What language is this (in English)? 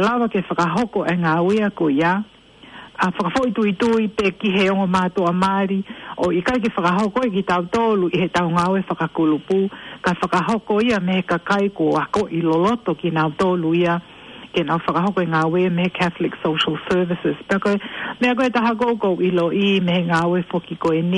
Tongan